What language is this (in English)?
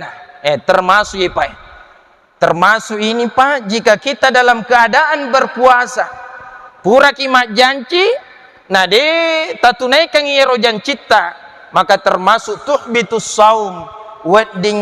Buginese